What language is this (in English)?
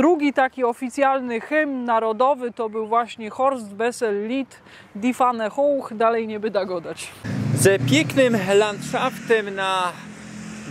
Silesian